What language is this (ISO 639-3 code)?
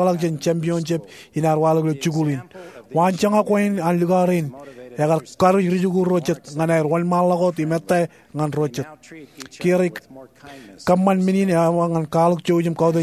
mah